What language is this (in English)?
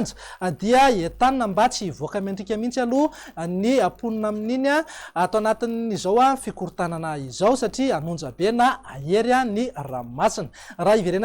Malagasy